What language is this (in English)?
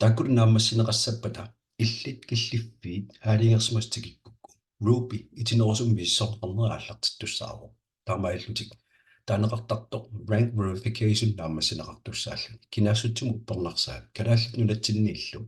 Kalaallisut